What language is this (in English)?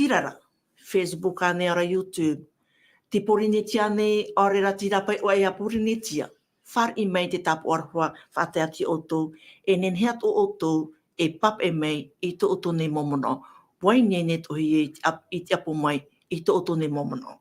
Tahitian